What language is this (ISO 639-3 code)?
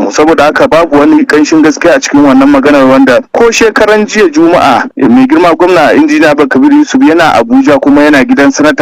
hau